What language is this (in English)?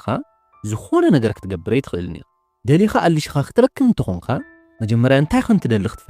Tigrinya